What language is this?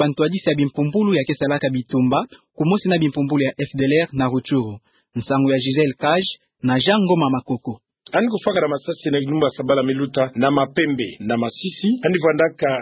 Kituba (Democratic Republic of Congo)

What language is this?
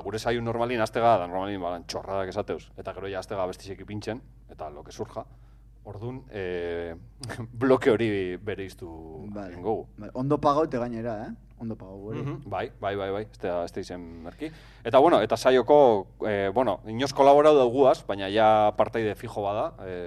Basque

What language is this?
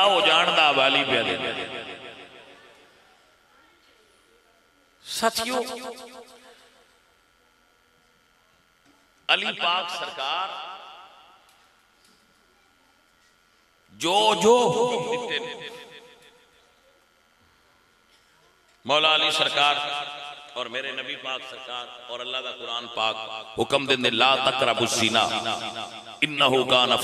Western Panjabi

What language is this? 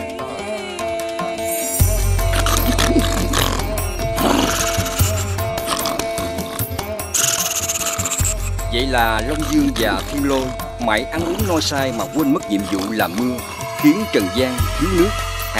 Vietnamese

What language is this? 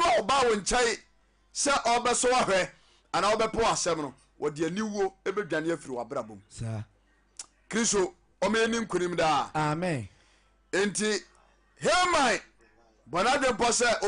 Akan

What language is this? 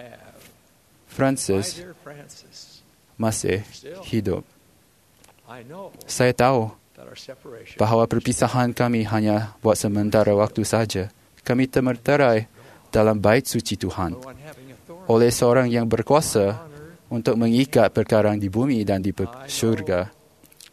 Malay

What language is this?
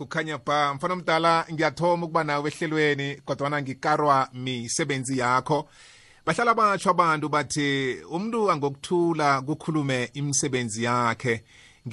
South Ndebele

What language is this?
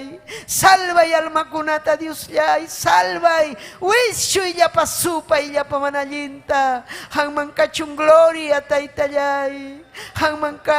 Ayacucho Quechua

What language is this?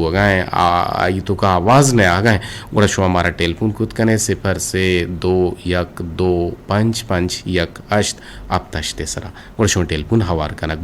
Eastern Balochi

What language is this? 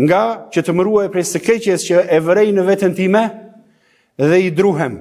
Albanian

